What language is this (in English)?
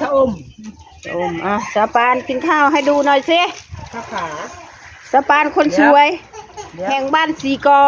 Northeastern Thai